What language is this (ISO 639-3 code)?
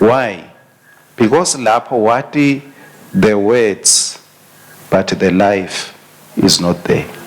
ssw